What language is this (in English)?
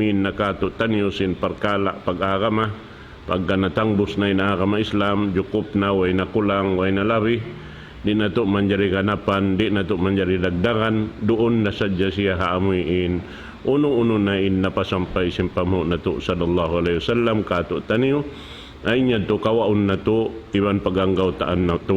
Tausug